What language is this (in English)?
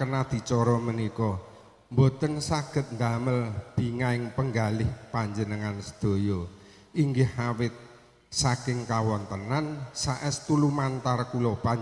Javanese